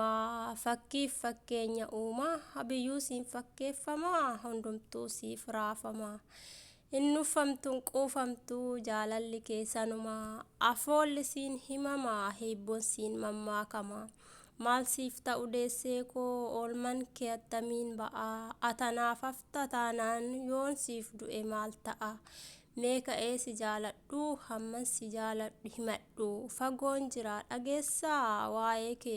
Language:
Oromo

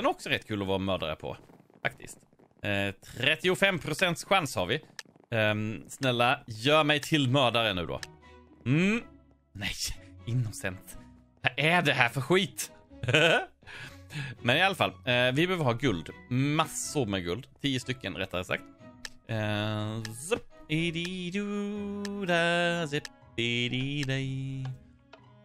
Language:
Swedish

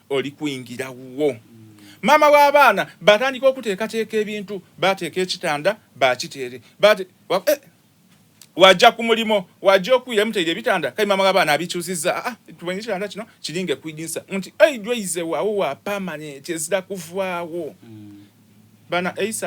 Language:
Soga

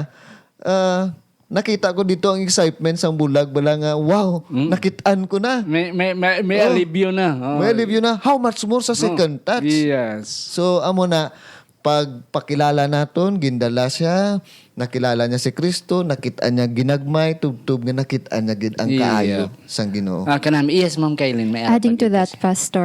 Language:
Hiligaynon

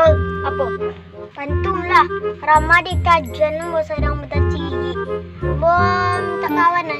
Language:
Minangkabau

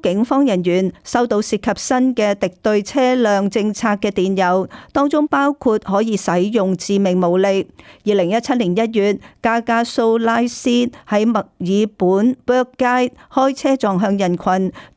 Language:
Cantonese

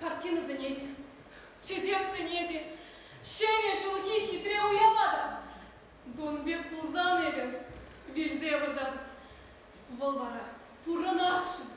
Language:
Chuvash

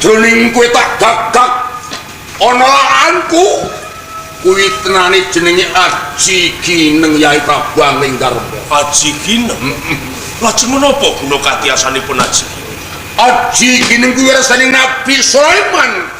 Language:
Javanese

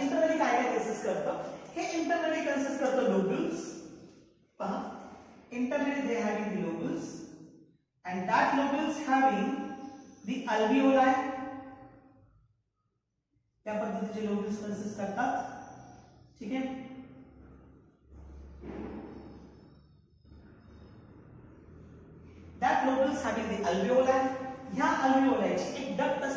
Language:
Marathi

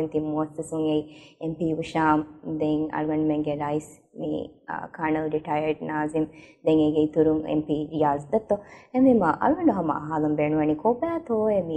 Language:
Divehi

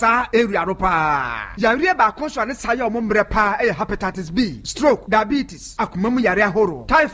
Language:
Akan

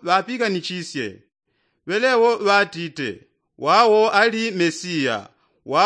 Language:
Yao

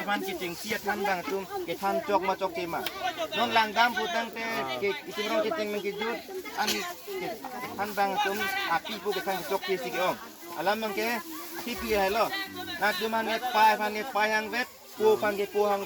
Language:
Karbi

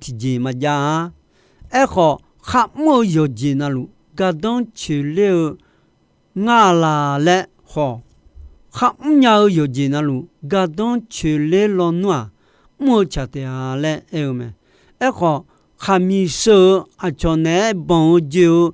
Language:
Akha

